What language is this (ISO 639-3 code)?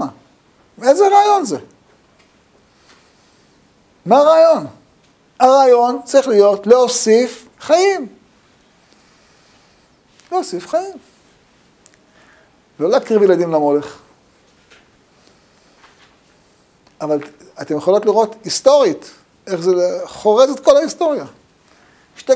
heb